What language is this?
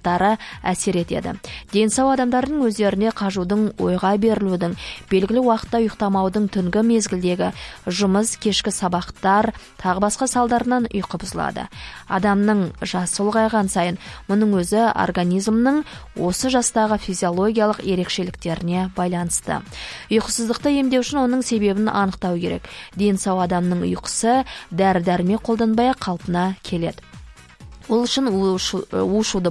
Kazakh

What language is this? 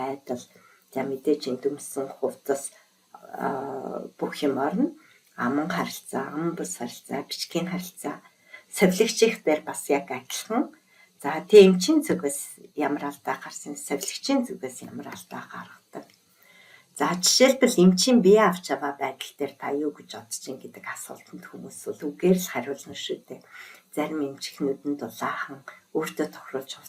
Mongolian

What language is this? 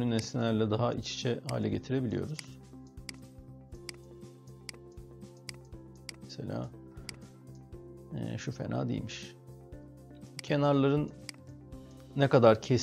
Turkish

